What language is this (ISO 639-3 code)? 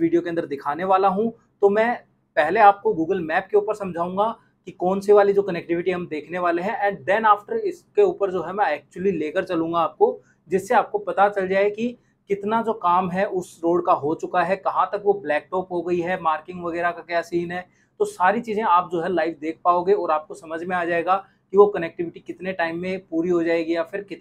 hin